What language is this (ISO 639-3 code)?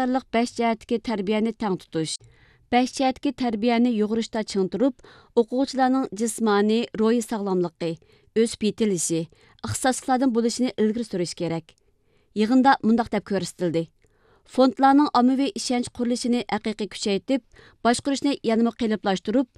uig